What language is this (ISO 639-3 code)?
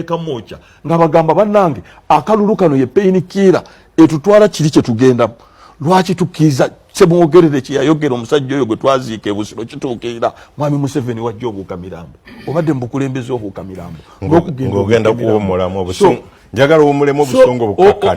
lug